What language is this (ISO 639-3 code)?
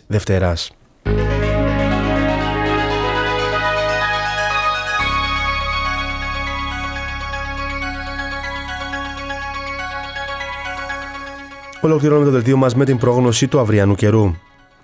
ell